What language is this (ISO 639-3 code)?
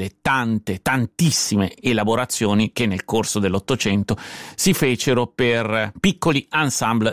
ita